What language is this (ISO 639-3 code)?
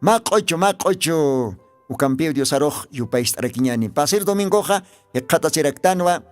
aym